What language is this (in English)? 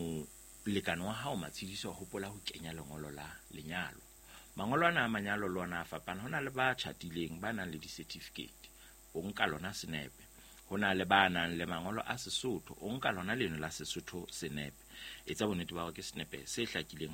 Southern Sotho